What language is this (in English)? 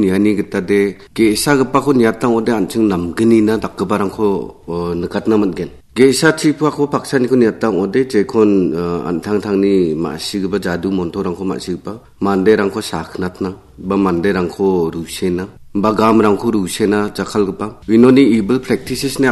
Garo